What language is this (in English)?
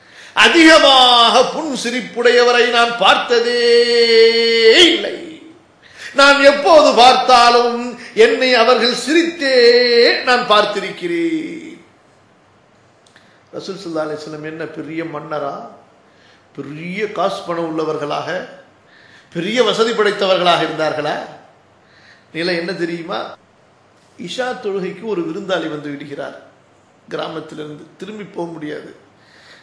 Tamil